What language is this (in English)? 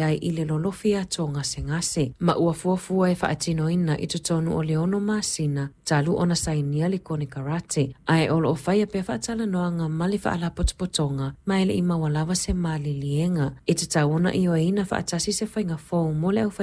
Samoan